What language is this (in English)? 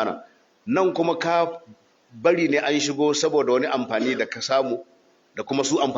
Hausa